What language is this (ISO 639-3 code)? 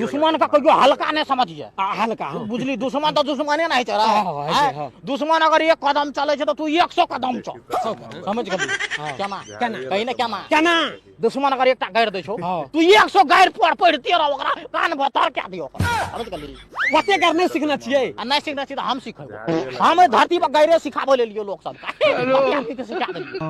mai